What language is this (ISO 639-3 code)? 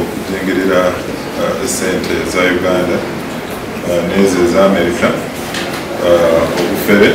lug